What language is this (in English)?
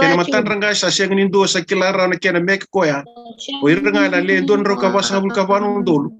Fijian